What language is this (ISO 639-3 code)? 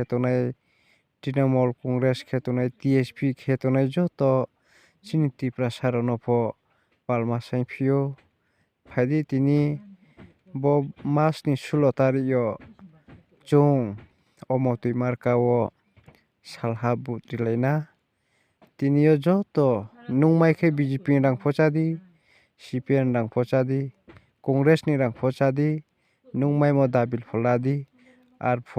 ria